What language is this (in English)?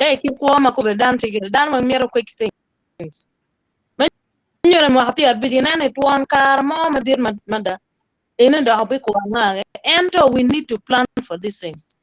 Acoli